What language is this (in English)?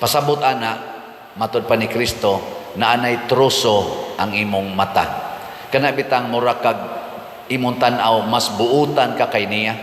Cebuano